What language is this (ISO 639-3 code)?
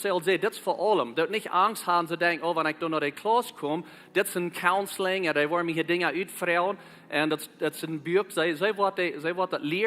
pdt